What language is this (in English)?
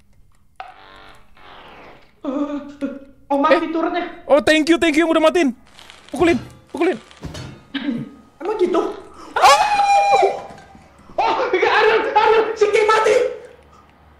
Indonesian